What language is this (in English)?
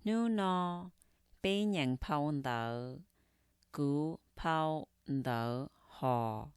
Hmong